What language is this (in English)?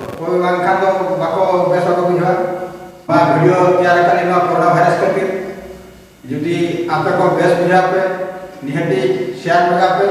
Santali